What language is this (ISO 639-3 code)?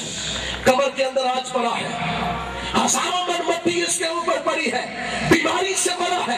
urd